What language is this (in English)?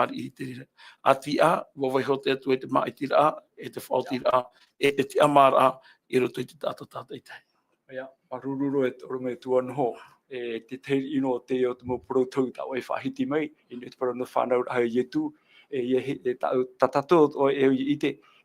Tahitian